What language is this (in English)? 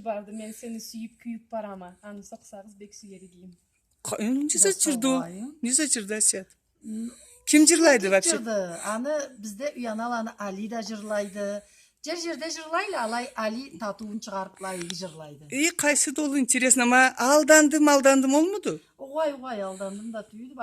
Karachay-Balkar